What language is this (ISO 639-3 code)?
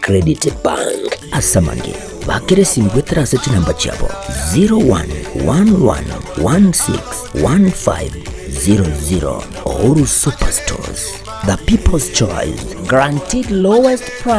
guz